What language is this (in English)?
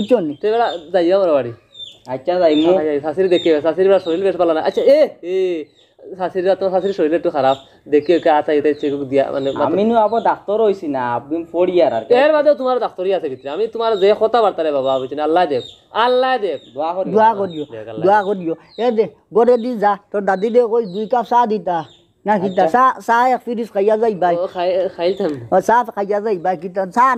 Sylheti